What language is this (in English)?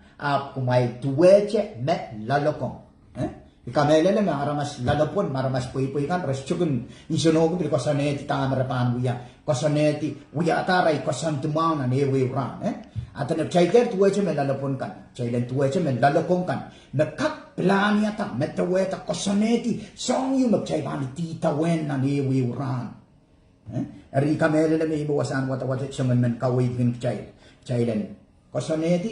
Pohnpeian